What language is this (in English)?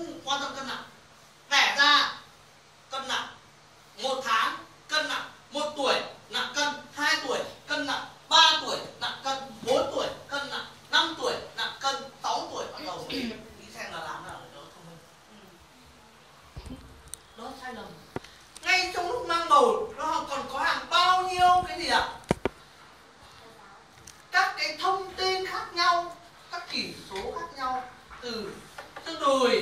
Vietnamese